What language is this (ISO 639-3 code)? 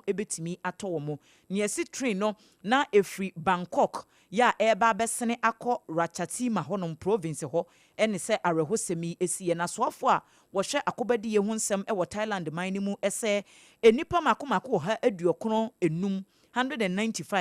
aka